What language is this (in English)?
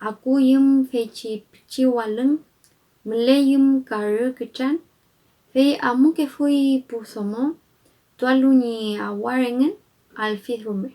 Mapuche